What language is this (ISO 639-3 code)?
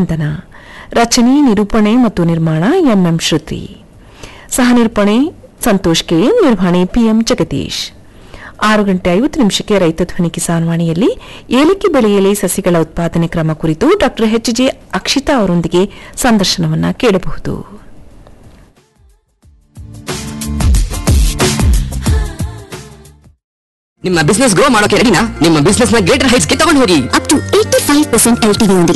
kan